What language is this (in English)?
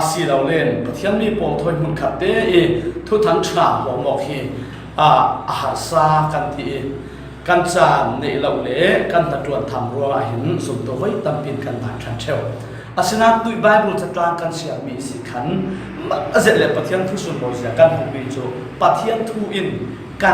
Falam Chin